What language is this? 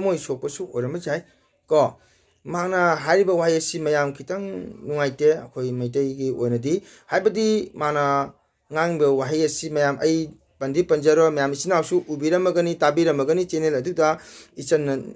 Manipuri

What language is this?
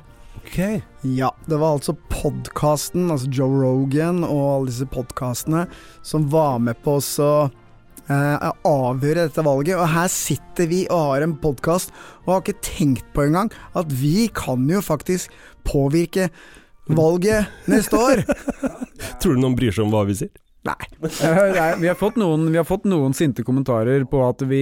Norwegian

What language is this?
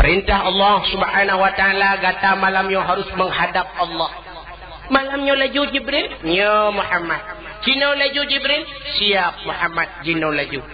Achinese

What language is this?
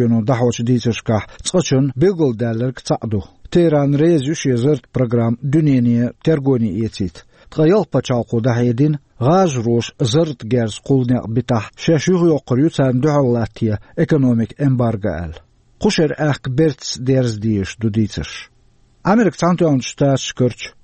Chechen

